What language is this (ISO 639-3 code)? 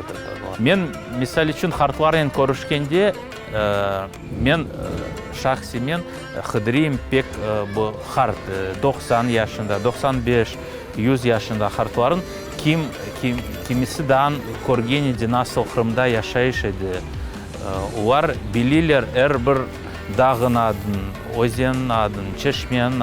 crh